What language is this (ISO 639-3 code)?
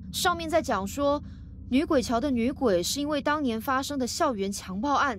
zho